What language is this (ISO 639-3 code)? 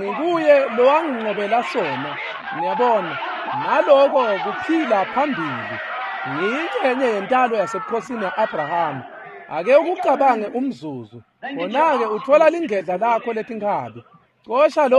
ssw